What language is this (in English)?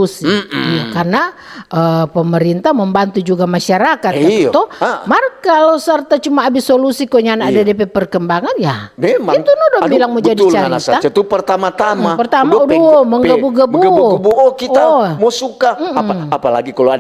Manado Malay